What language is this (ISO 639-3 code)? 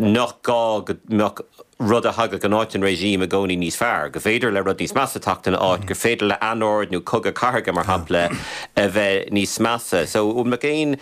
gle